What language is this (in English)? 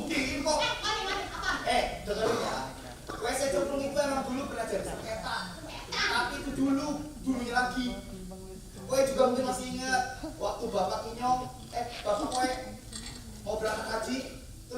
Betawi